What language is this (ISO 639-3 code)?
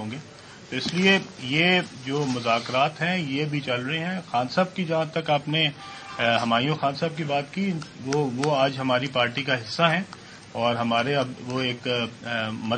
urd